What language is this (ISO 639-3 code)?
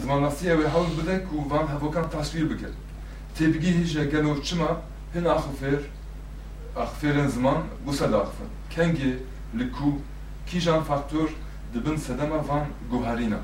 kur